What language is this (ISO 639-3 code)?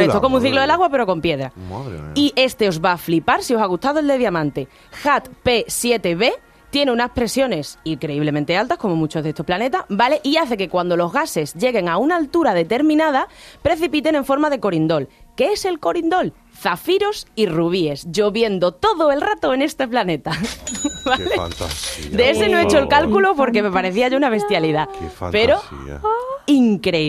spa